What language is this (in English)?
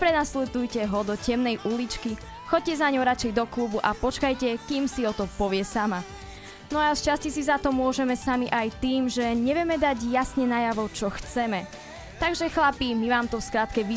Slovak